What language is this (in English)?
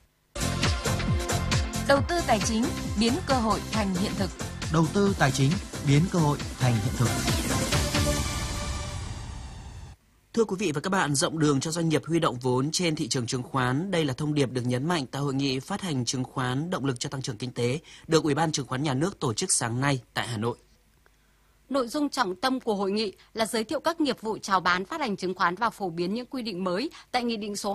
Vietnamese